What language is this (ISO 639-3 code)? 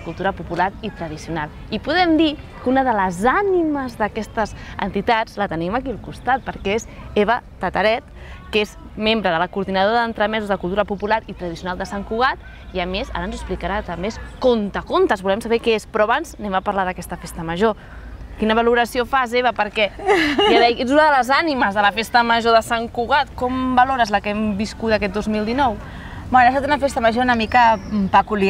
cat